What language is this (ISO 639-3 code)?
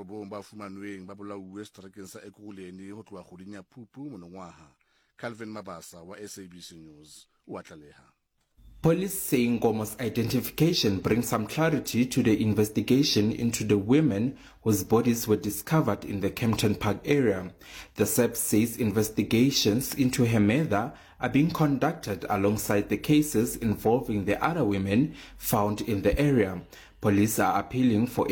sot